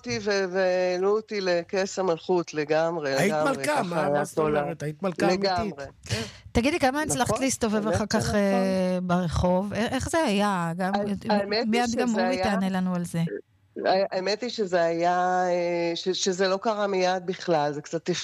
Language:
Hebrew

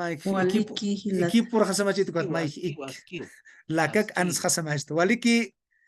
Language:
Aymara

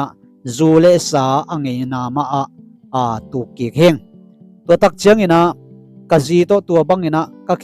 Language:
Tedim Chin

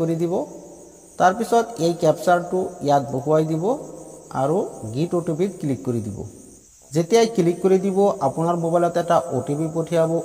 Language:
Assamese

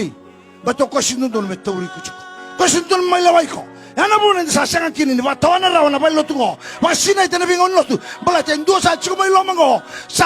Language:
Fijian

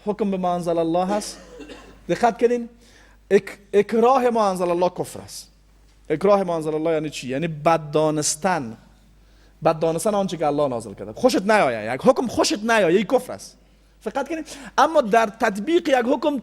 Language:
Persian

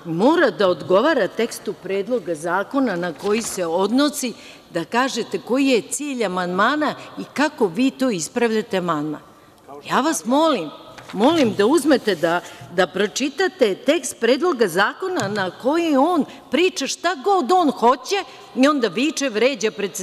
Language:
Serbian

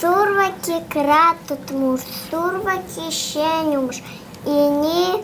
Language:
Gagauz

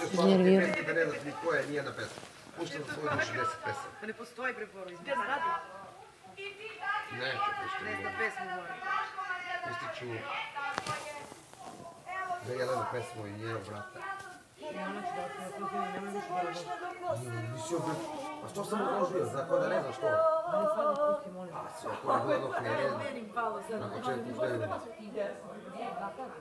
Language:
Serbian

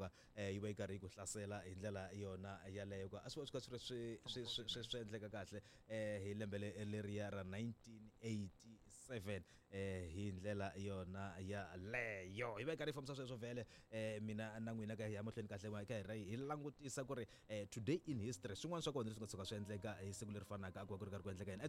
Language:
Tsonga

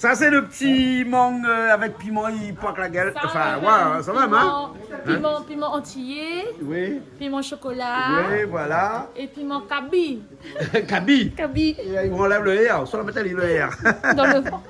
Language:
Réunion Creole French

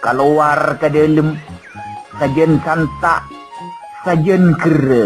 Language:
Madurese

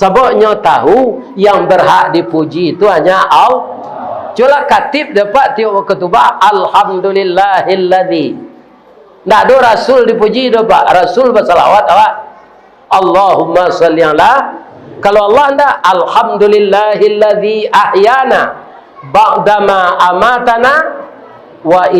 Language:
Minangkabau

